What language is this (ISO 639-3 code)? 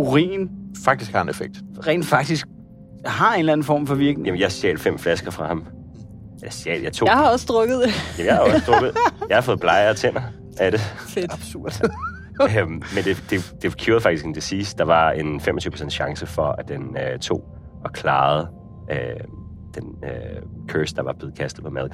dan